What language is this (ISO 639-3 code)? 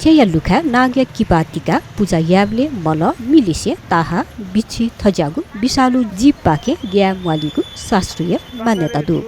new